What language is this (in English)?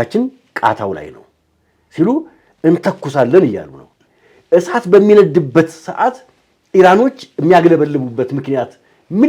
Amharic